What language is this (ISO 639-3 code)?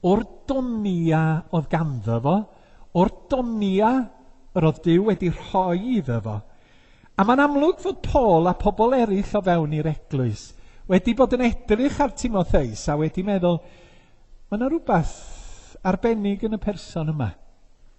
cym